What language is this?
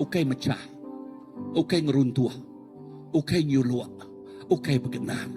Iban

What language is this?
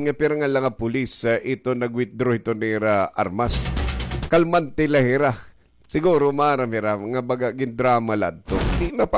Waray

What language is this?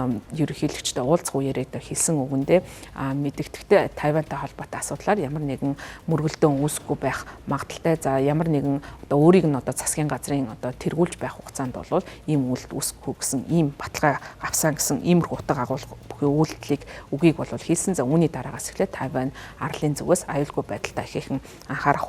Mongolian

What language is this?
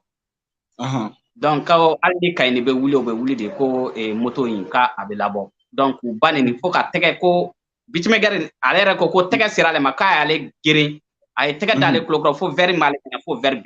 Bambara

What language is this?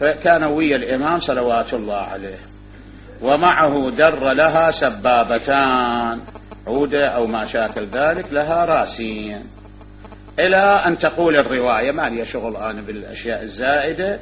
Mesopotamian Arabic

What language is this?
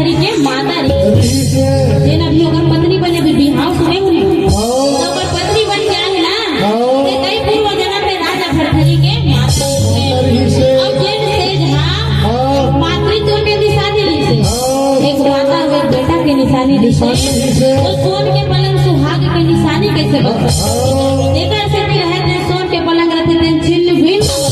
Chhattisgarhi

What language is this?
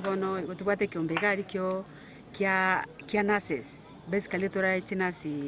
Gusii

